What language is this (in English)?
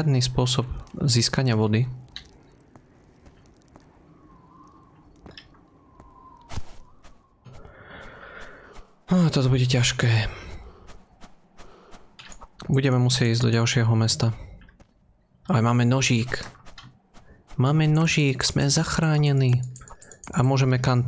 Slovak